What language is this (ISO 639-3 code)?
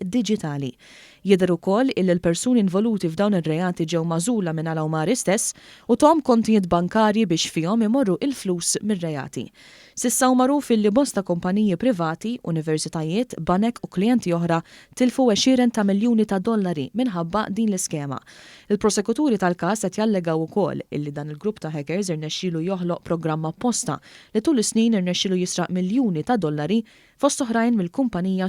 mlt